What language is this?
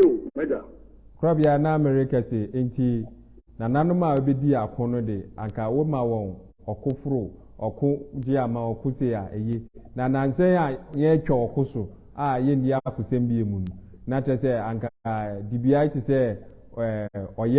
Akan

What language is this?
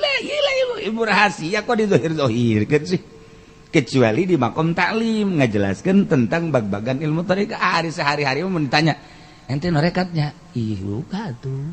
Sundanese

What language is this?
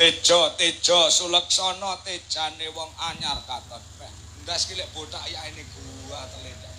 Javanese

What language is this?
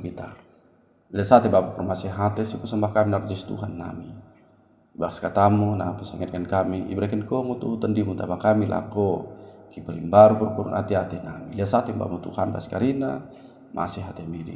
Batak Dairi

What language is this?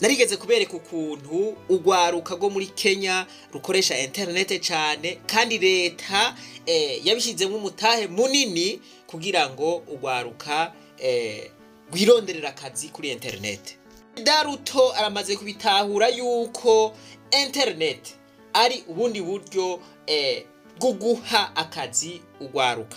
Rundi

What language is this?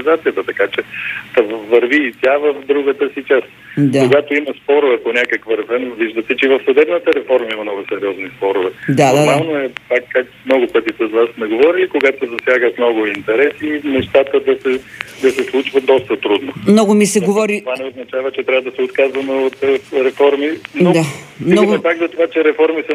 Bulgarian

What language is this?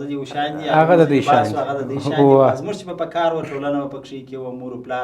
Pashto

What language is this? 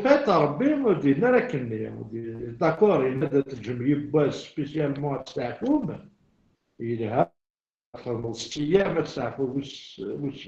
Kabyle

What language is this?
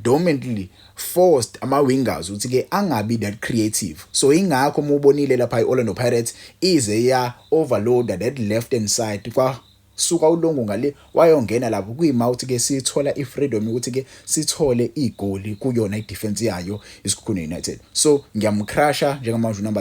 Zulu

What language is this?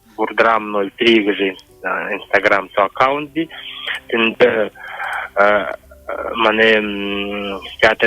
Buriat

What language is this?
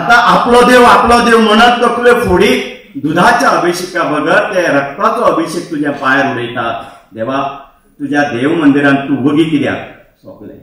Konkani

